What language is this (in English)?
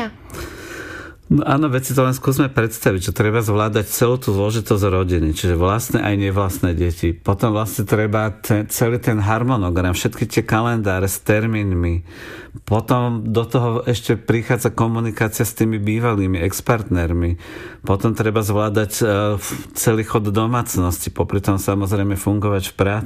Slovak